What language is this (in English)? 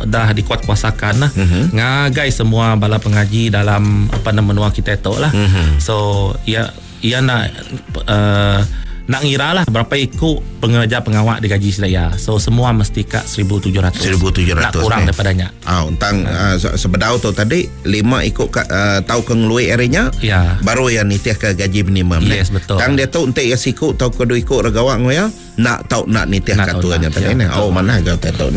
Iban